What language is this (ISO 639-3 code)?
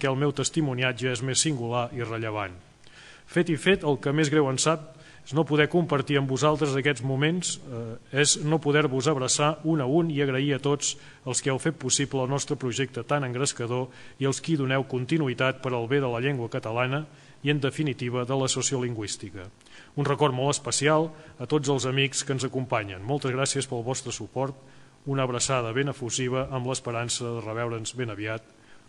cat